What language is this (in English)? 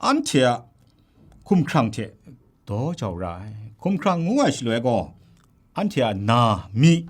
Kachin